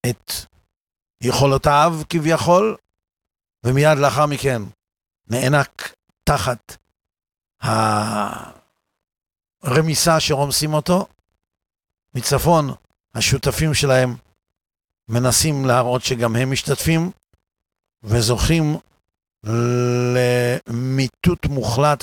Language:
Hebrew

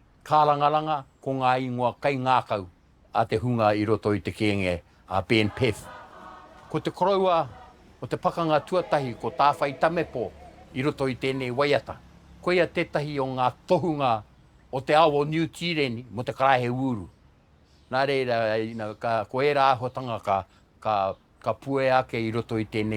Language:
Māori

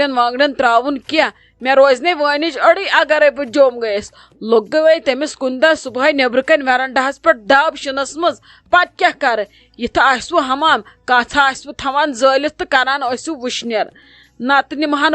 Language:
Kashmiri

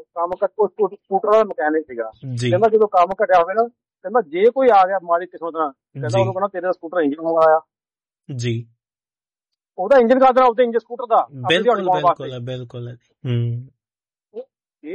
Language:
Punjabi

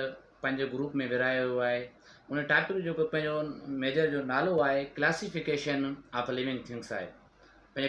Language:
Sindhi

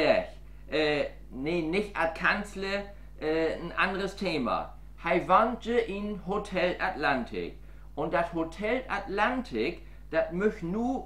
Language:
Low German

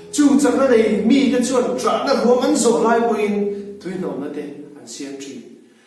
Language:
Hmar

